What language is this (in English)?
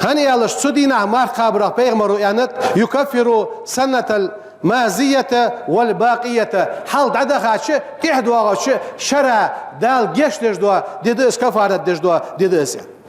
Ingush